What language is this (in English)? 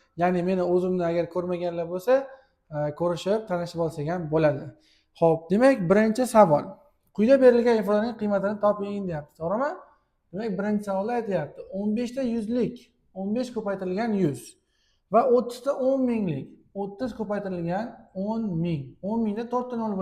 Uzbek